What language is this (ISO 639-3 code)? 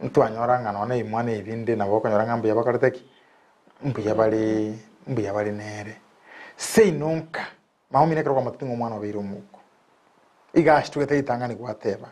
guz